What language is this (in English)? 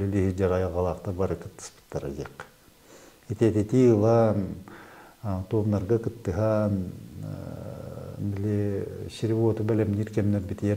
Yakut